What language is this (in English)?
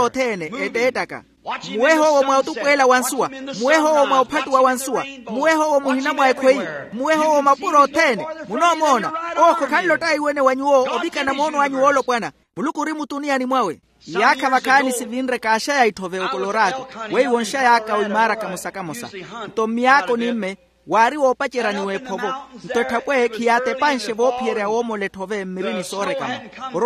Makhuwa